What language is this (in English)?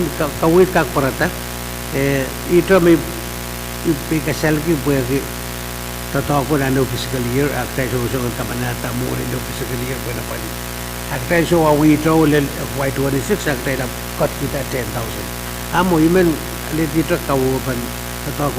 Pohnpeian